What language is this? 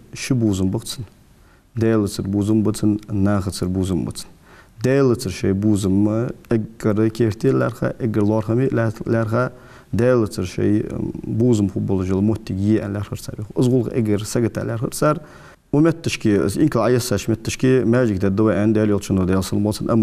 Ingush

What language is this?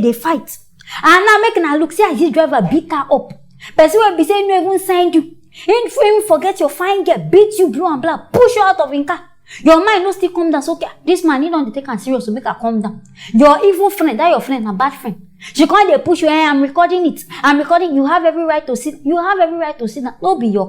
Nigerian Pidgin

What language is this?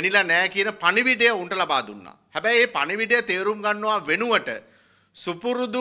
Sinhala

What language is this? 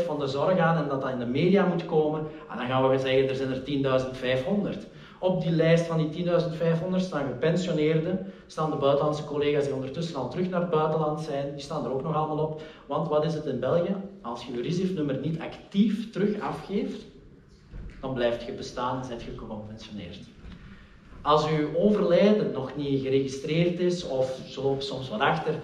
Dutch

